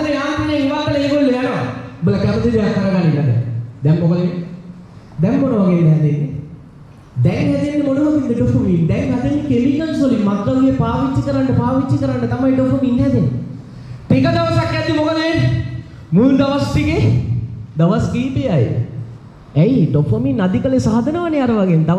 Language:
Sinhala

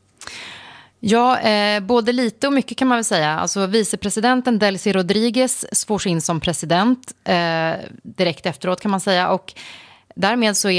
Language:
Swedish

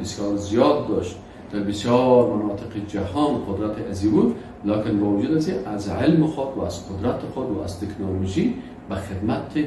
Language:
Persian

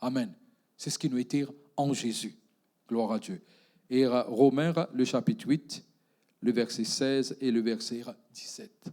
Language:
Morisyen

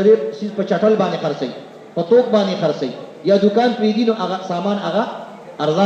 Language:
Pashto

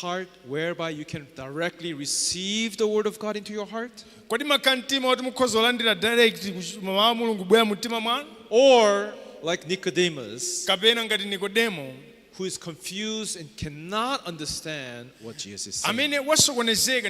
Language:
Nyanja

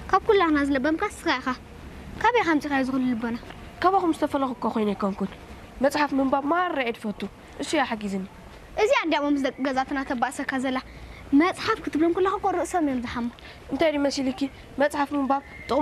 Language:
Tigrinya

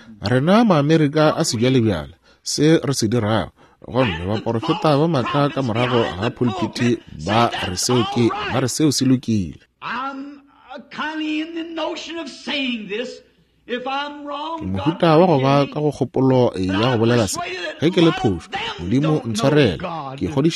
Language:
Northern Sotho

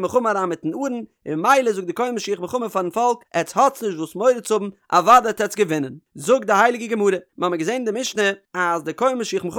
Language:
Yiddish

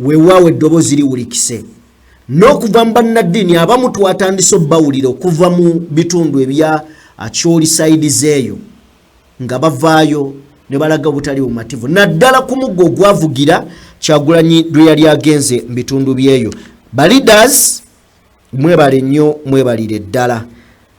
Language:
Ganda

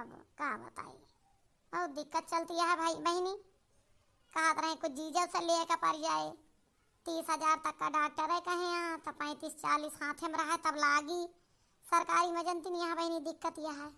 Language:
Awadhi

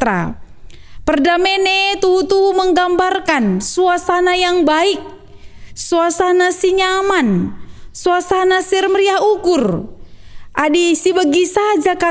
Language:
Batak Karo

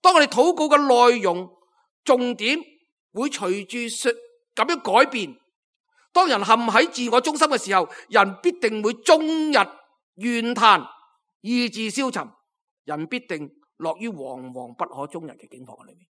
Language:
Cantonese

